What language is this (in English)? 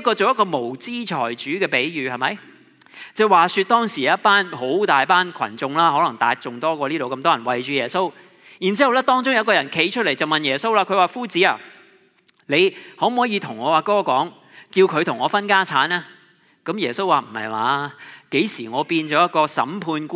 Cantonese